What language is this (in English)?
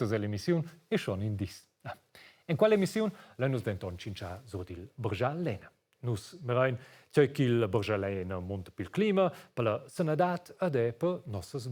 Romansh